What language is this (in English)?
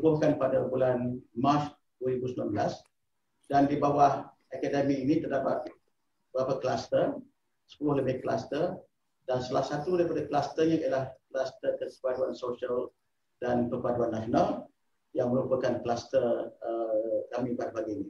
Malay